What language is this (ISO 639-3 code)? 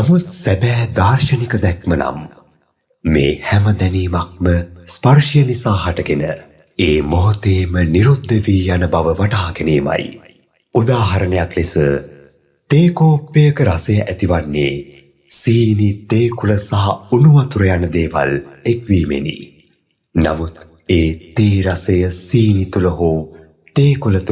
sin